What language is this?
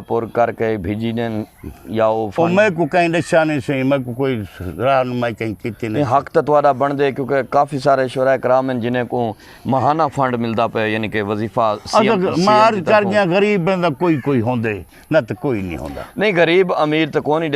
Saraiki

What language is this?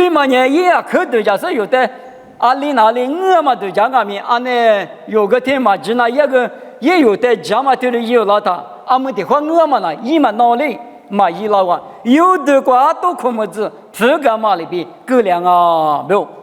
Lisu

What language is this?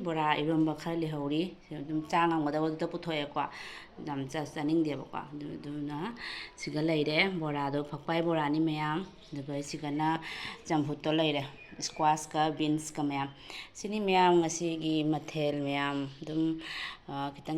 Manipuri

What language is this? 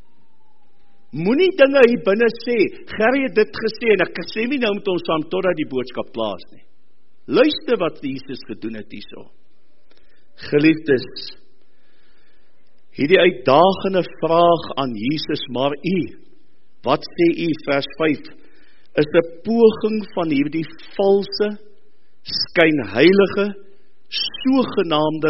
Afrikaans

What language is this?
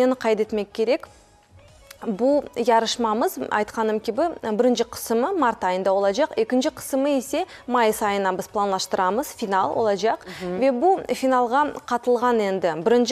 Crimean Tatar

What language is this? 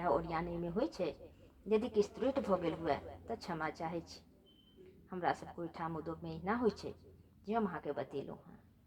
Maithili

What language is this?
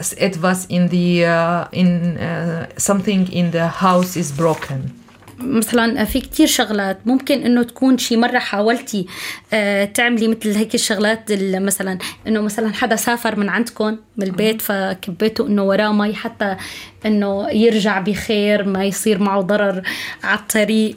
North Levantine Arabic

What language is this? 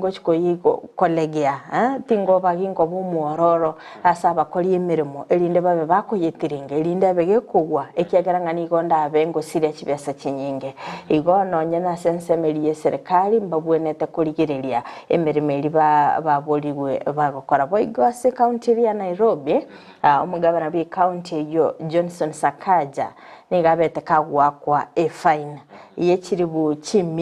Gusii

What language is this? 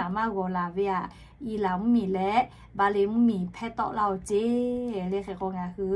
Lahu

